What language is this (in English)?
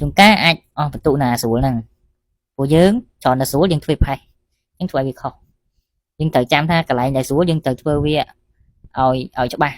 Khmer